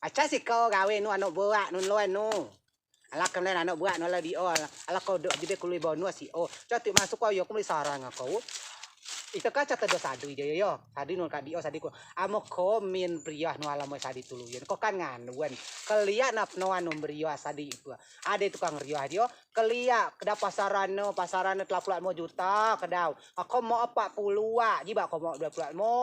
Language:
Rejang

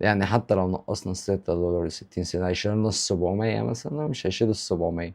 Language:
Egyptian Arabic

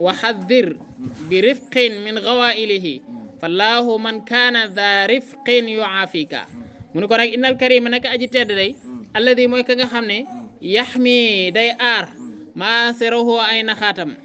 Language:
Wolof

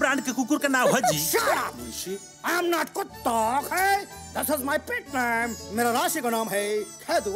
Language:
Bhojpuri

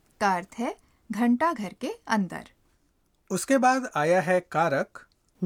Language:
Hindi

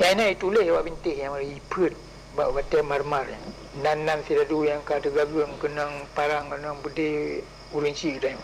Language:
Achinese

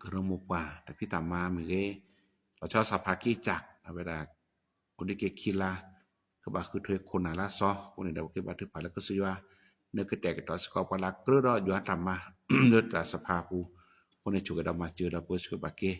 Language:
S'gaw Karen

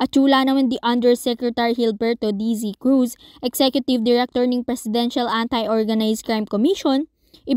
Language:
Pampanga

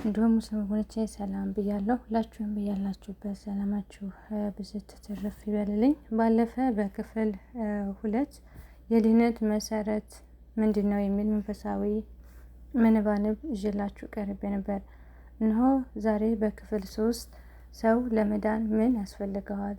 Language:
Amharic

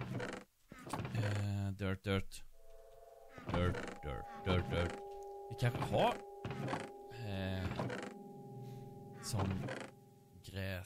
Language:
Swedish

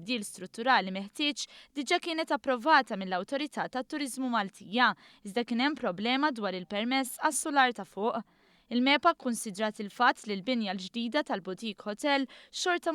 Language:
Maltese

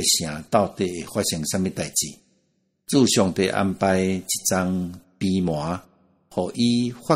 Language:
Min Nan Chinese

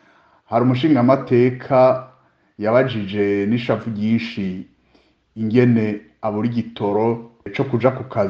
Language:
Rundi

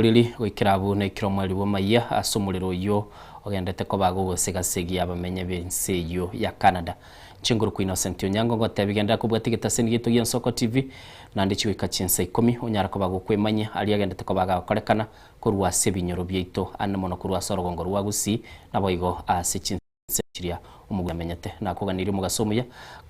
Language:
Gusii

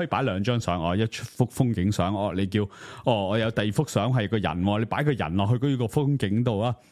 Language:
Cantonese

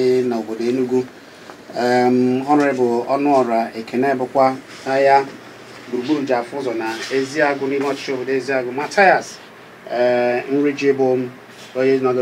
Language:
Igbo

